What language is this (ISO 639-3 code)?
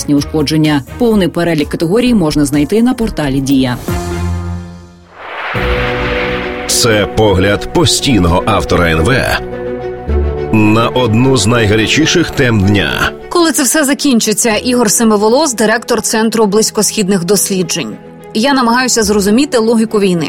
ukr